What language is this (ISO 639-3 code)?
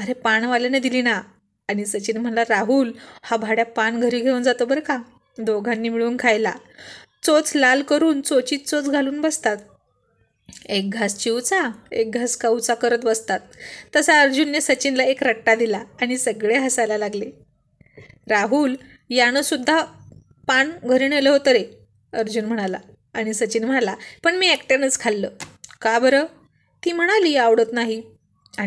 mar